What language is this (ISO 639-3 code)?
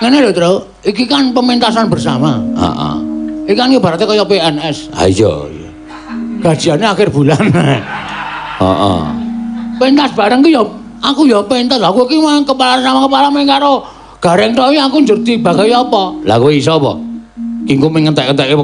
jav